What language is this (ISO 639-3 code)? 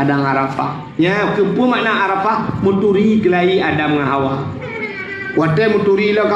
ace